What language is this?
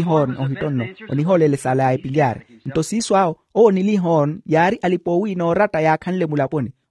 Makhuwa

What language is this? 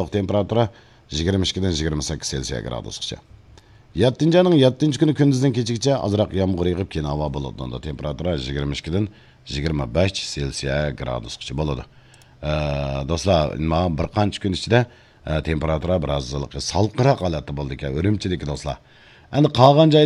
Uyghur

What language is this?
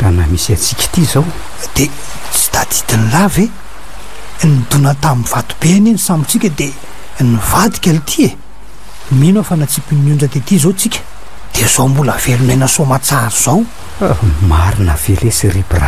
Malagasy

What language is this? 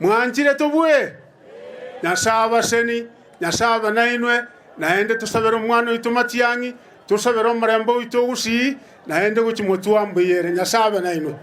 Gusii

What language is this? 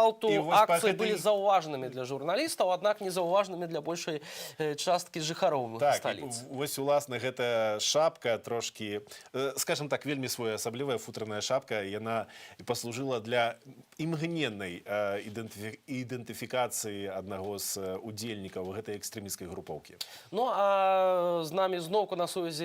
Belarusian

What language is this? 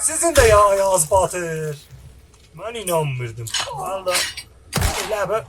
South Azerbaijani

